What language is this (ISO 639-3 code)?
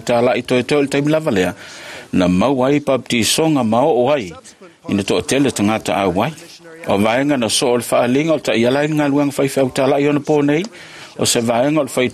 smo